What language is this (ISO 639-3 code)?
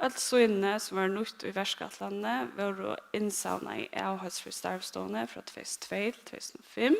fao